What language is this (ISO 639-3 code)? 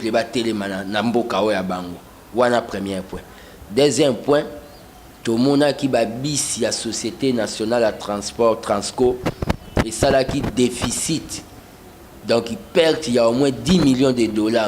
lin